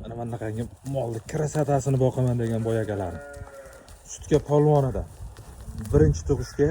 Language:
Uzbek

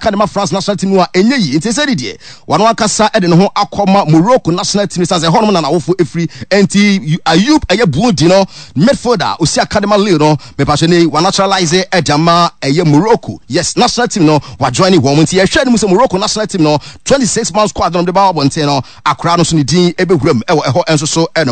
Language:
Akan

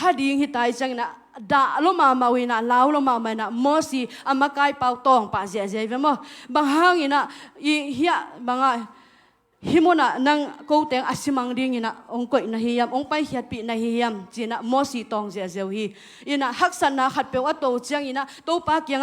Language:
Tedim Chin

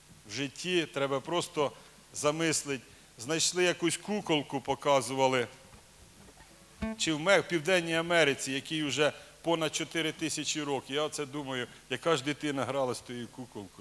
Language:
Ukrainian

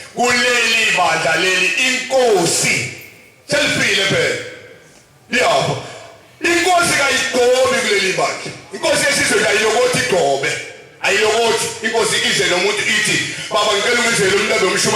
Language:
Zulu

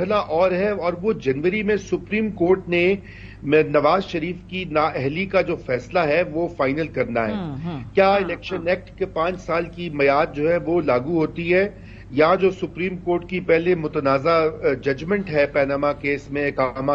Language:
Urdu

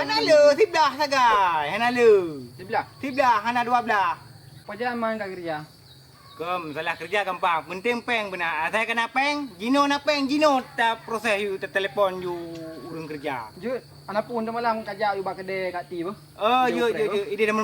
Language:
Achinese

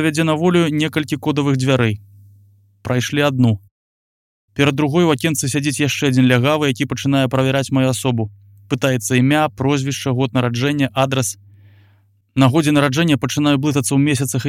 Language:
Belarusian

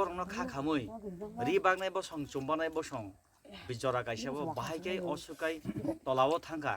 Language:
Kok Borok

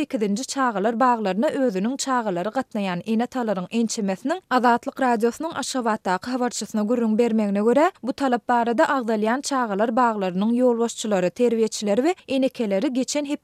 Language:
Turkmen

